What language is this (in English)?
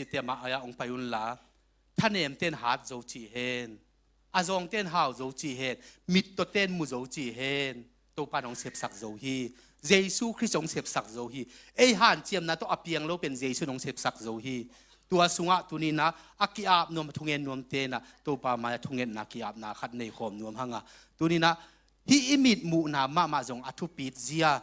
Tedim Chin